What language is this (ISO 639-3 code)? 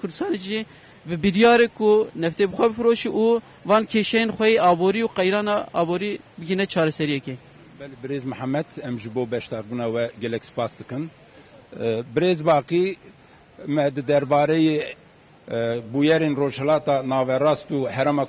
kur